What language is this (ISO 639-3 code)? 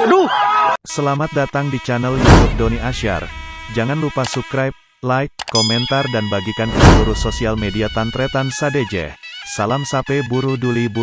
mad